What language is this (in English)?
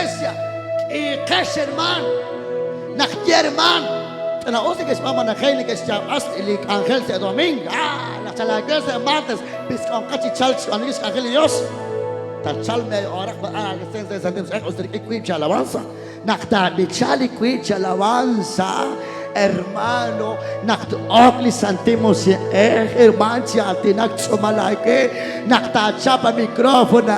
Kekchí